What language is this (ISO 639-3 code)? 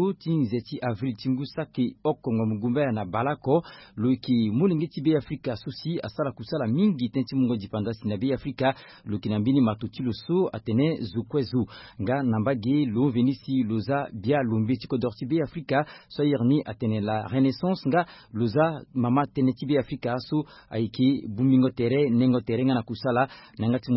sag